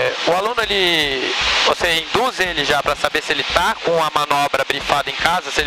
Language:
Portuguese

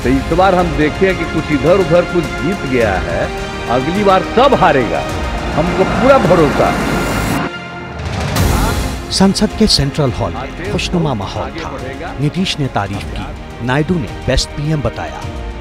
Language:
Hindi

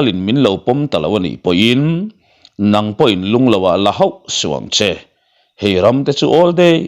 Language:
Mizo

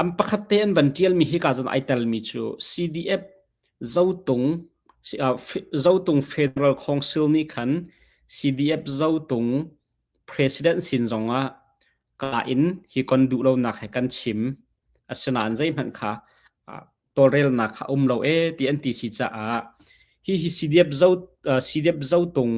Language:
Hakha Chin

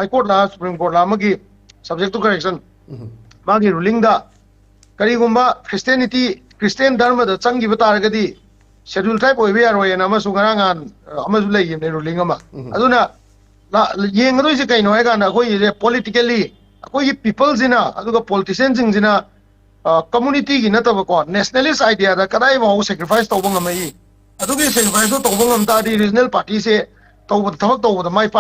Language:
Manipuri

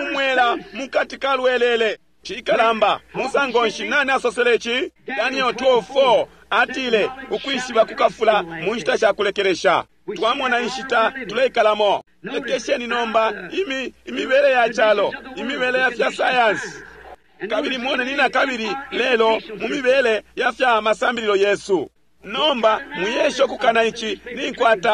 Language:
Bemba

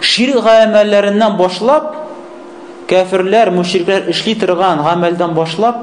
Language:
Tatar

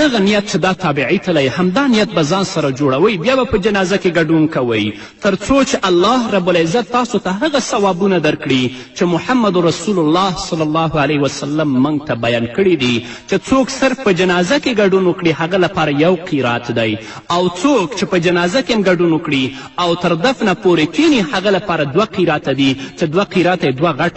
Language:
Pashto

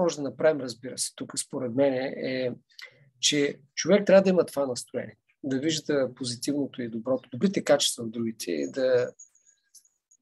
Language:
Bulgarian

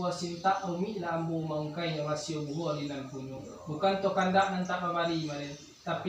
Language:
Minangkabau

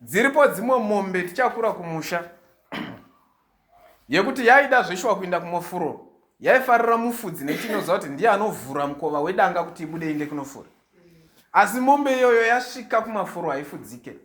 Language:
Shona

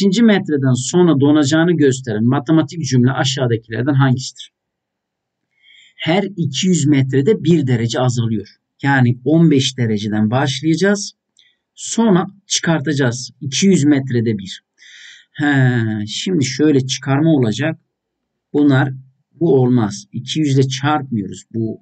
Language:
Turkish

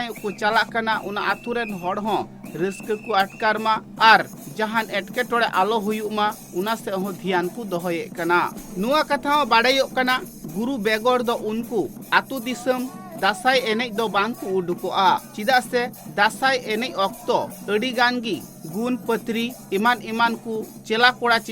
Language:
Santali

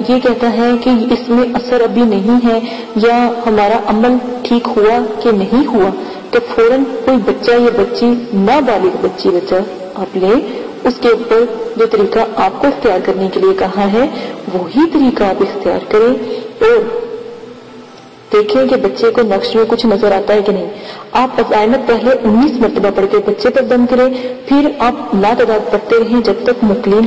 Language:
Urdu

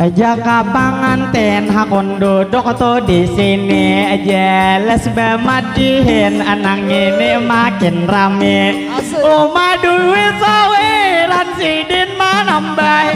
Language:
Banjar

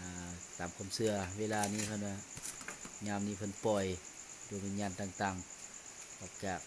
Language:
Lao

